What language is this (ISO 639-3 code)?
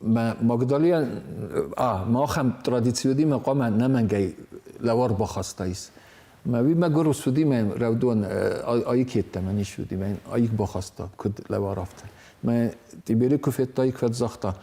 oss